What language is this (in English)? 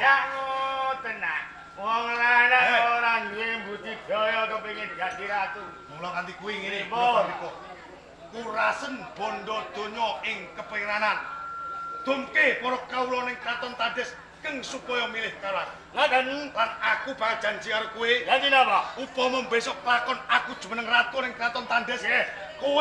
Javanese